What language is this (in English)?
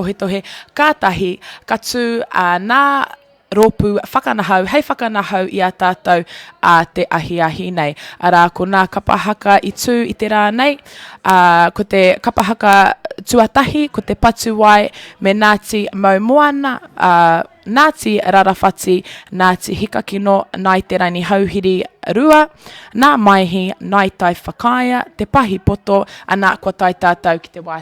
Māori